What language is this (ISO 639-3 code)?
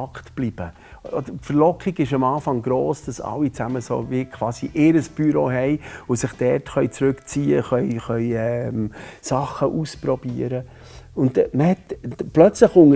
gsw